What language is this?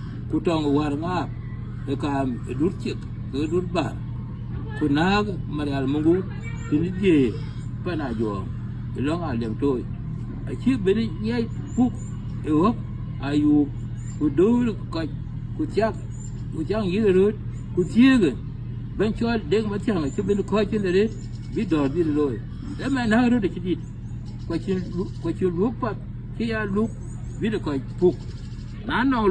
Dinka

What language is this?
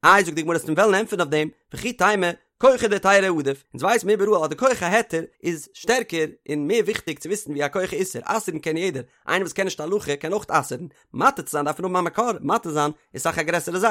Yiddish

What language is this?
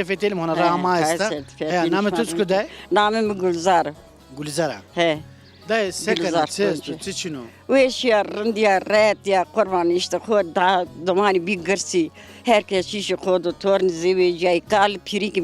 Zaza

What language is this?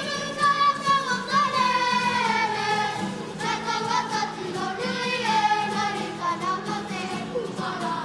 Māori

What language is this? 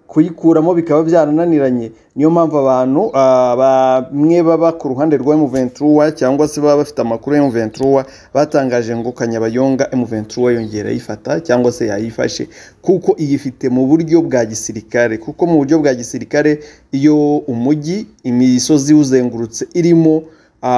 Kinyarwanda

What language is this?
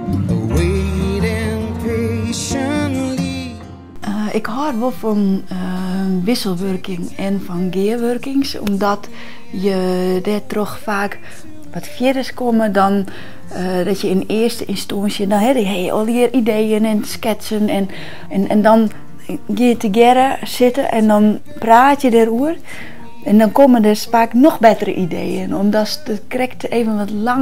Western Frisian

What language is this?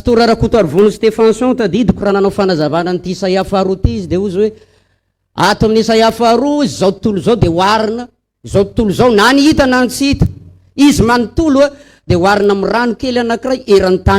Malagasy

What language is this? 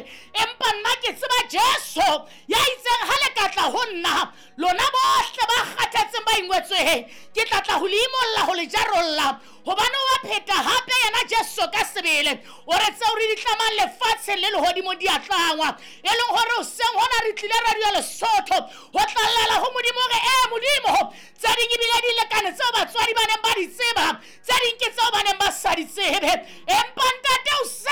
Southern Sotho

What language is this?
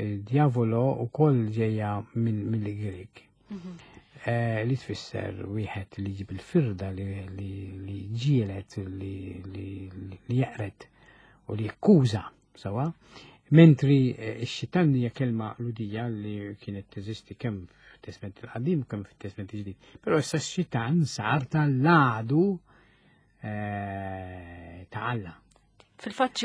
Maltese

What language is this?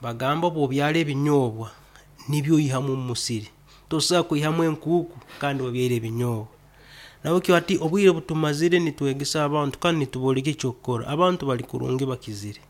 Nyoro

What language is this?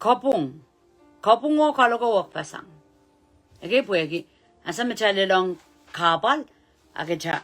Pohnpeian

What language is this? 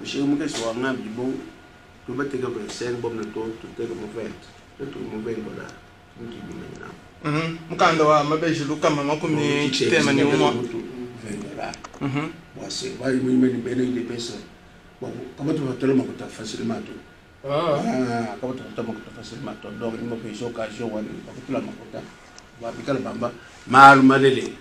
Luba-Lulua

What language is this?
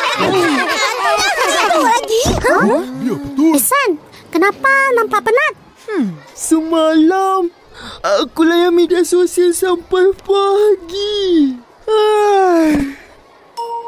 Malay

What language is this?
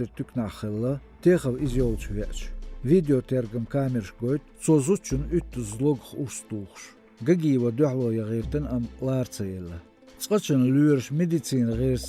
Chechen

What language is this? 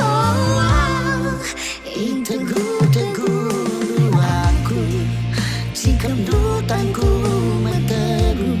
Batak Karo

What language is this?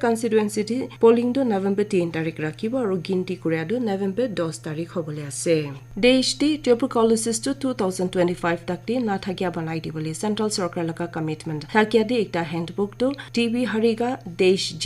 Naga Pidgin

